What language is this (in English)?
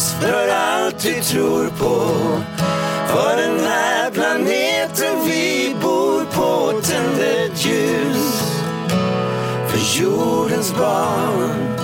Swedish